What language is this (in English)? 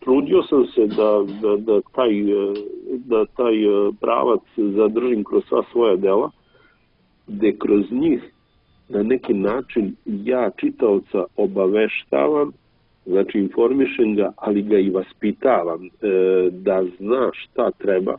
Serbian